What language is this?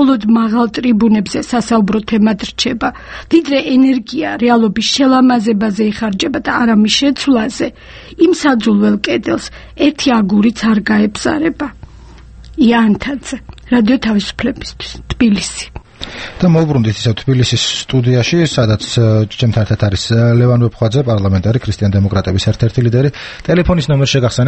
Georgian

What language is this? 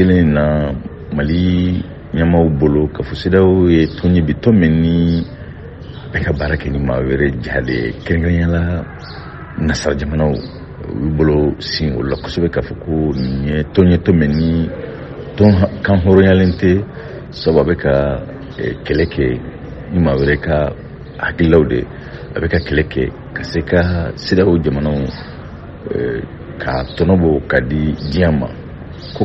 Bambara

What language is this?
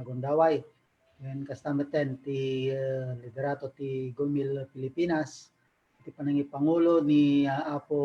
Iloko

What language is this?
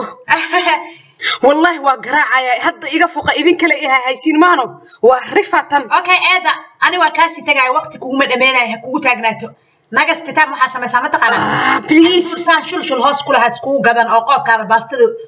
Somali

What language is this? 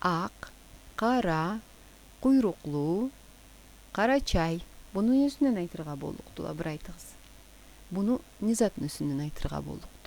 Karachay-Balkar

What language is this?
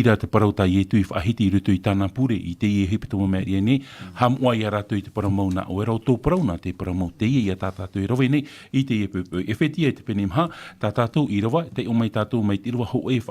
Tahitian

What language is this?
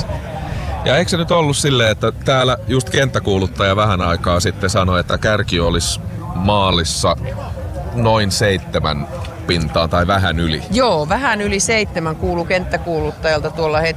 Finnish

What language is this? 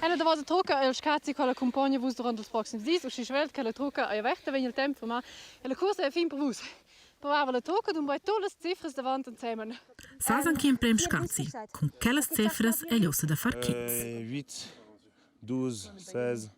Romansh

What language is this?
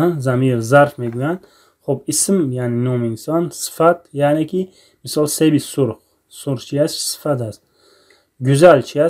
Tajik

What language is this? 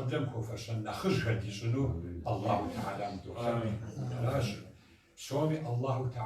Kabardian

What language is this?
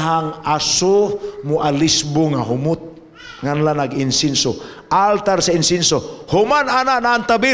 Cebuano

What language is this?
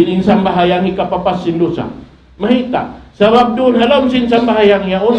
Tausug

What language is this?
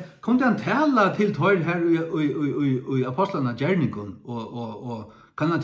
Faroese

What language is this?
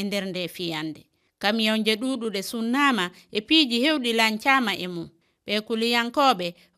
Fula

